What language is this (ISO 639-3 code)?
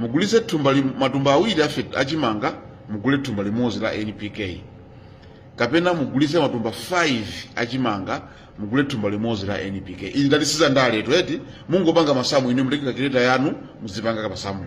nya